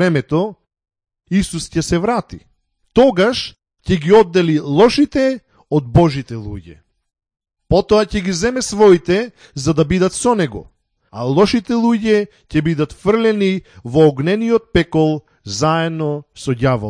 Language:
Macedonian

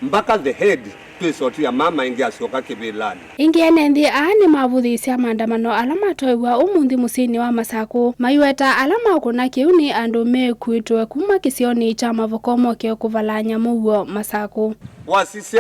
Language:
Kamba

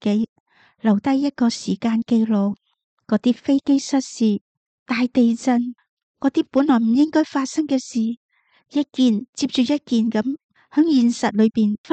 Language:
Cantonese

